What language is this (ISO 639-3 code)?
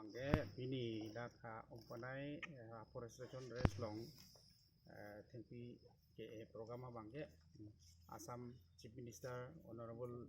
mjw